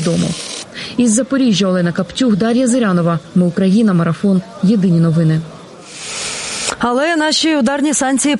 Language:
Ukrainian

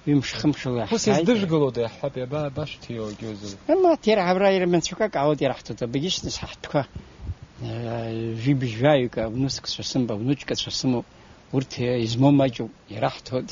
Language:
Abkhazian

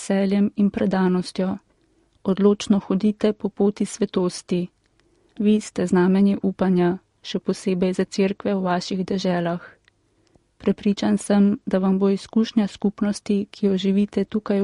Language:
Slovenian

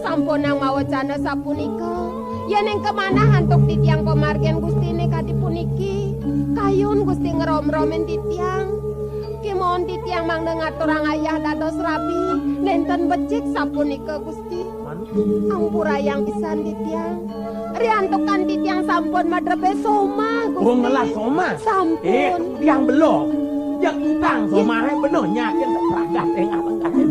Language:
Balinese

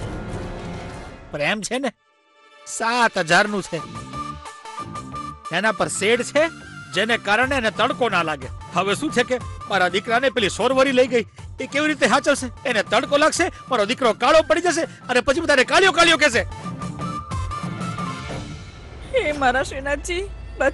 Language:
Gujarati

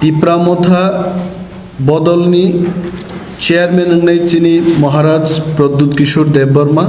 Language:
Kok Borok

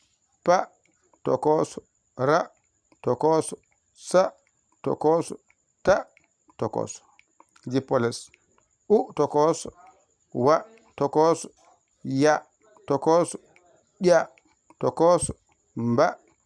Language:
Fula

